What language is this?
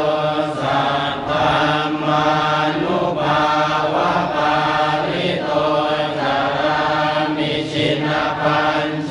Pali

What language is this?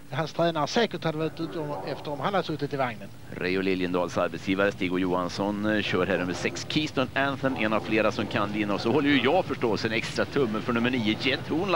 Swedish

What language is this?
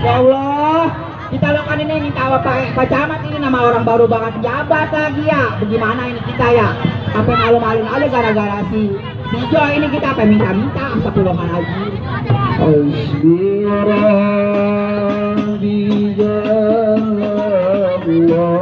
Betawi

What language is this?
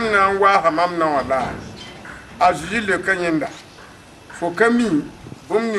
Mossi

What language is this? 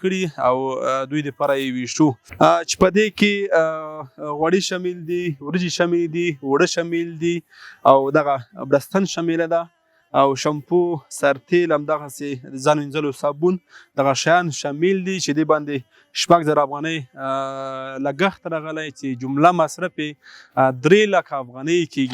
Pashto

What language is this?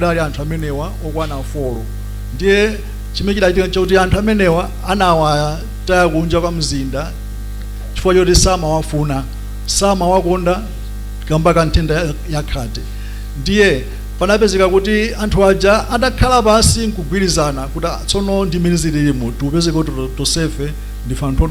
Nyanja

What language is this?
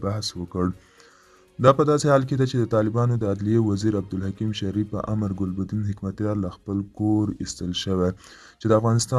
Pashto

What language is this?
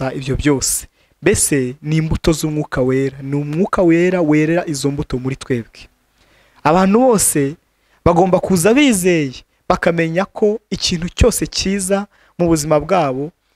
Kinyarwanda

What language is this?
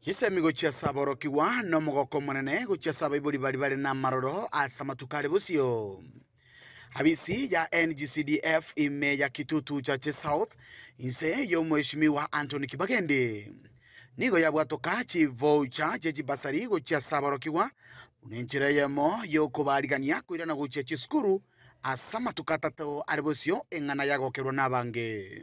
Gusii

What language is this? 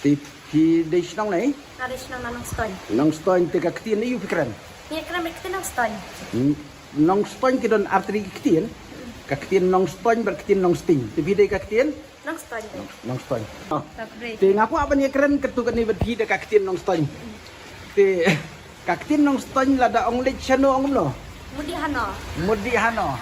Khasi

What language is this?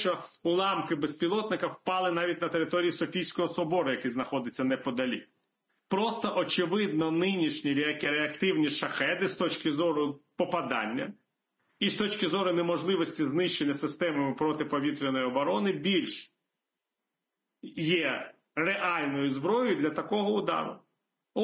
Ukrainian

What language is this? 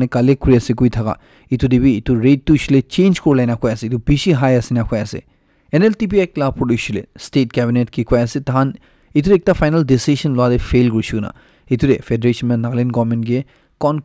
Naga Pidgin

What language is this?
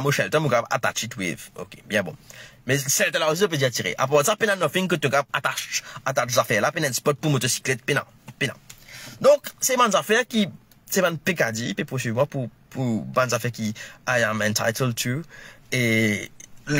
Morisyen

